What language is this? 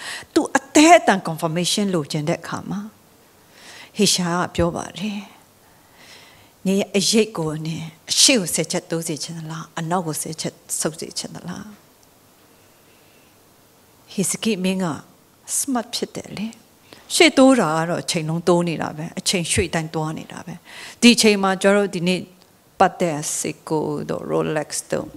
Burmese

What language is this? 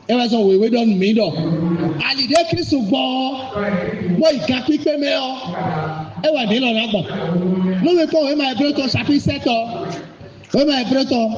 Fon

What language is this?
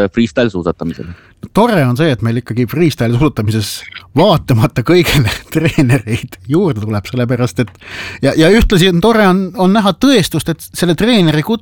Estonian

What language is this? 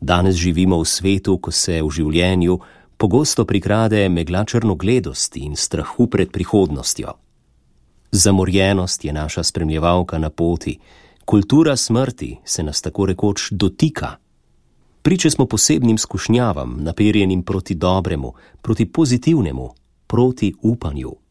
Slovenian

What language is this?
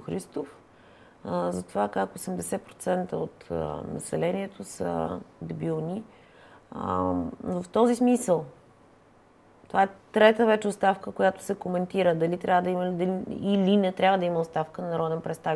Bulgarian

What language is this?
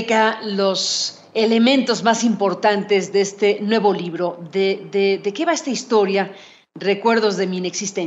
Spanish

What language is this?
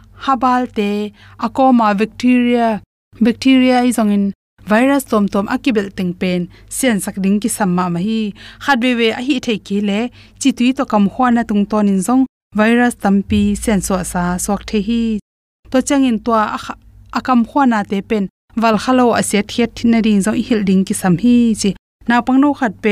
Tedim Chin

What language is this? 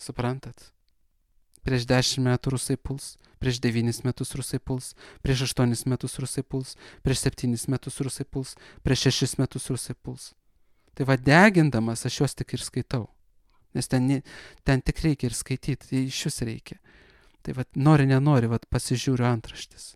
Lithuanian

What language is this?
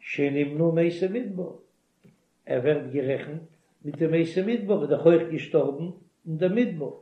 Yiddish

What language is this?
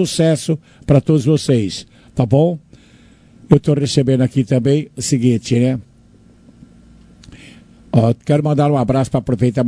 Portuguese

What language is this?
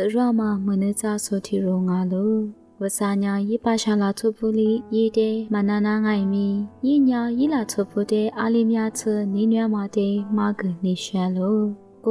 Lisu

